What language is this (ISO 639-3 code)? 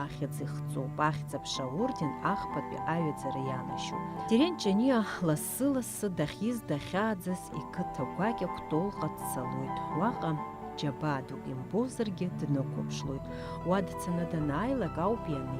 abk